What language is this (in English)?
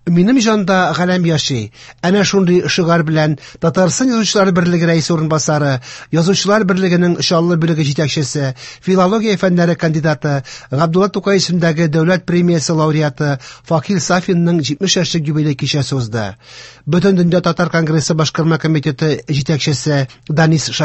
Tatar